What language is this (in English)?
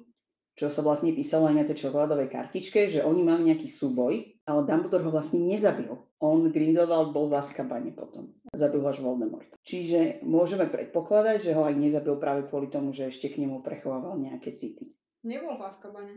Slovak